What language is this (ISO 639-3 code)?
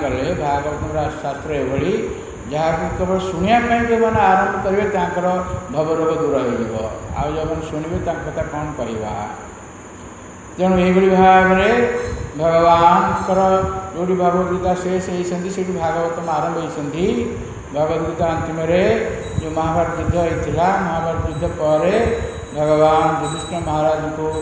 ori